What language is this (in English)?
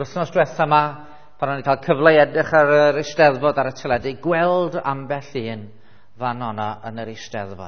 Welsh